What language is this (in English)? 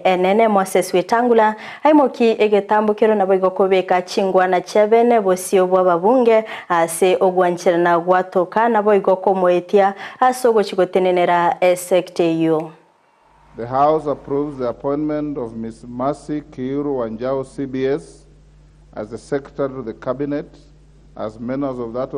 Gusii